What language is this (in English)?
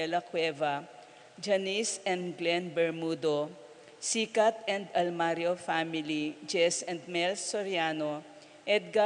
Pampanga